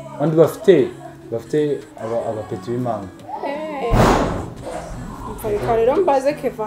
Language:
Kinyarwanda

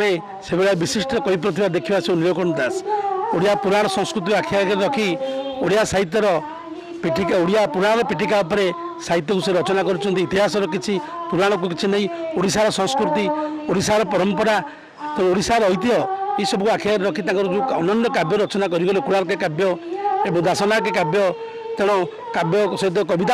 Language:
Odia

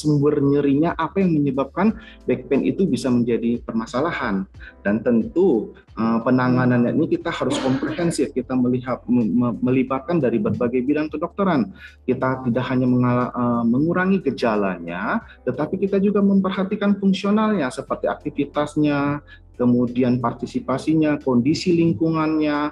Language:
Indonesian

